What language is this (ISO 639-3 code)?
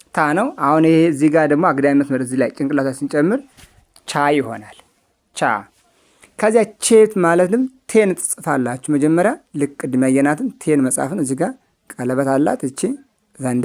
amh